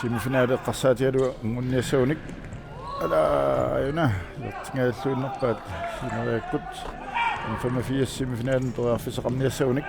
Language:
Kalaallisut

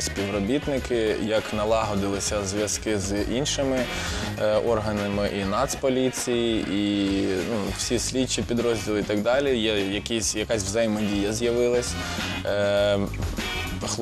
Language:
Ukrainian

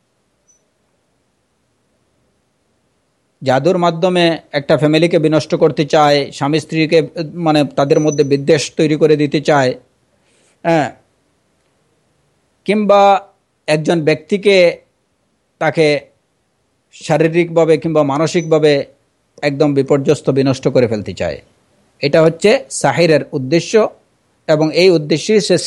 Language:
Bangla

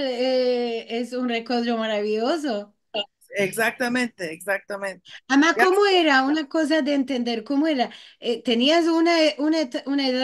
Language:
Ladino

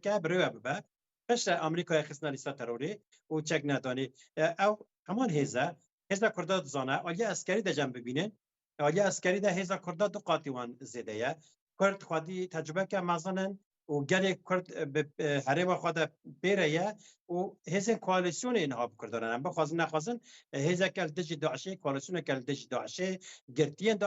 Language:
Kurdish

